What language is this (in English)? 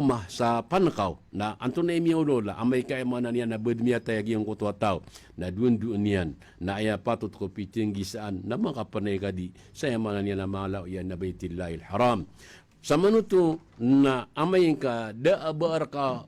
Maranao